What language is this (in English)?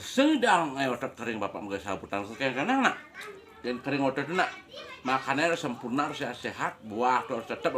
Balinese